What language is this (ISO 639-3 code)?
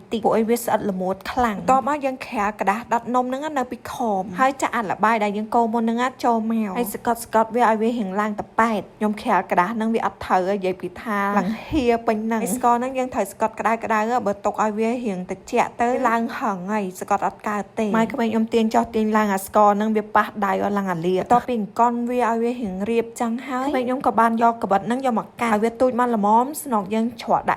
khm